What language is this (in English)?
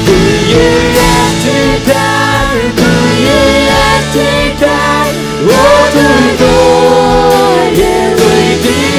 Faroese